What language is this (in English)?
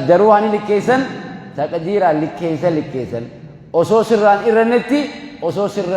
Oromo